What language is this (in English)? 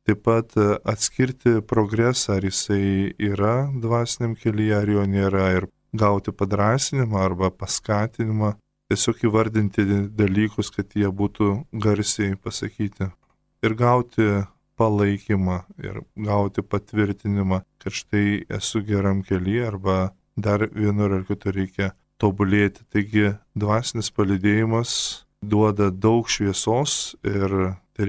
Lithuanian